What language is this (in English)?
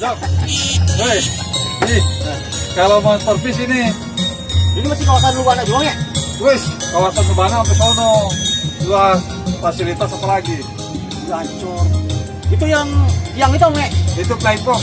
Betawi